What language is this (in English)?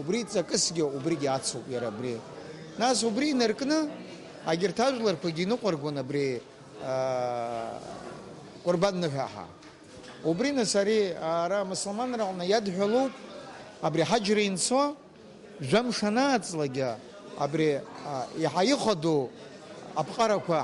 Abkhazian